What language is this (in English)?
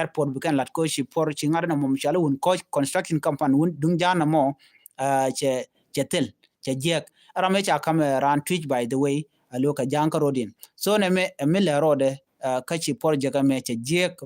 Nuer